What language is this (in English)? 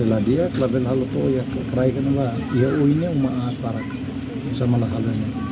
Tetum